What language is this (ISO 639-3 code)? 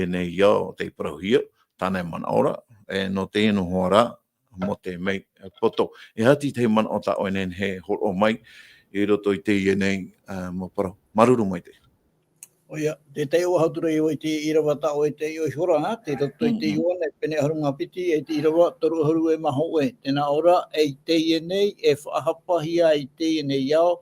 tah